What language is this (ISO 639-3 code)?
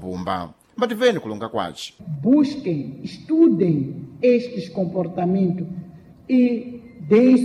seh